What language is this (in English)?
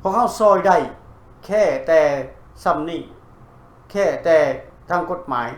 Lao